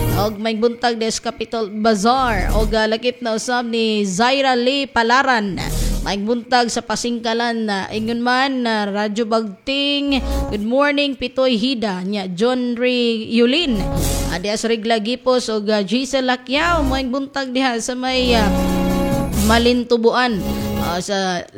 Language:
Cebuano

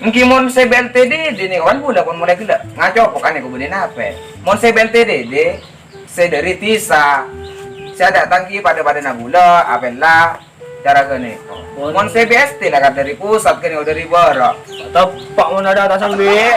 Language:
Madurese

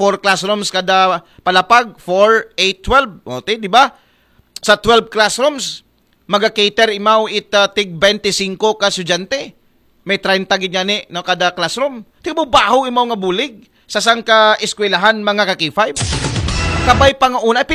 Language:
Aklanon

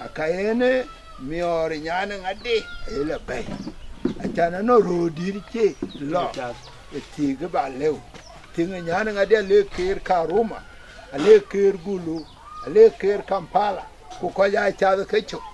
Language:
Dinka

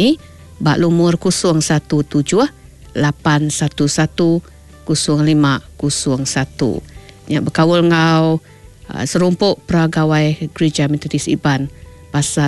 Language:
Iban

